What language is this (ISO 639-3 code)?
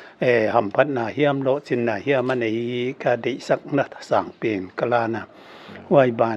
pck